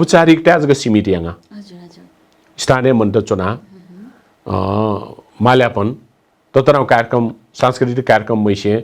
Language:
Newari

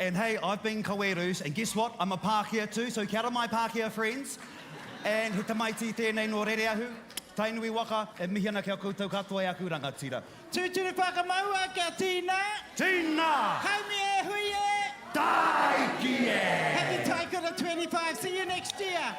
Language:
Māori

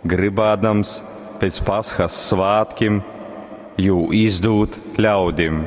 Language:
Latgalian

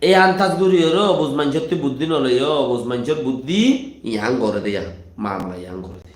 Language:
Rohingya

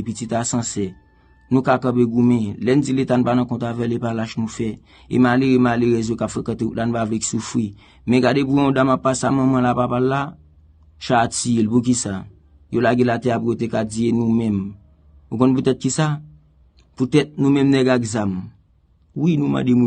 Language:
Haitian Creole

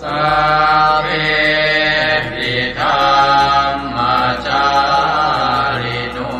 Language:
Pali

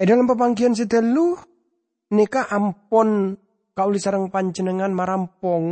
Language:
Madurese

